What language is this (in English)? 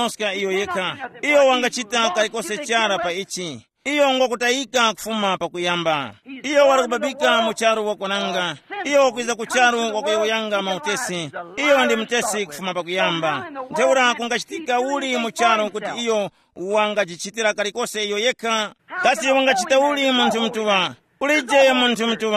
Tumbuka